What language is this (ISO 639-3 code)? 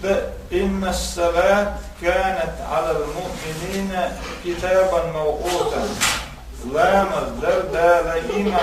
che